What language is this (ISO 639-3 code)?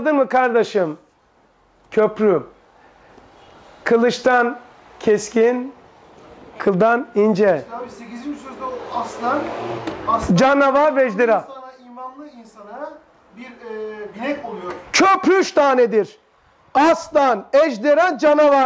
tur